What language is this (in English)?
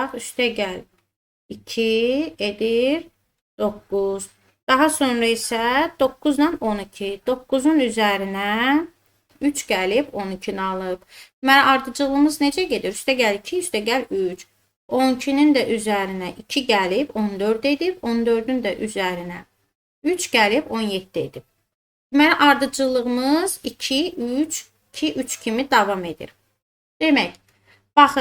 Azerbaijani